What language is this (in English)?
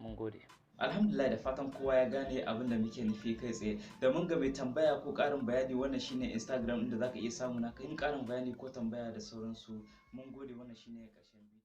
Hausa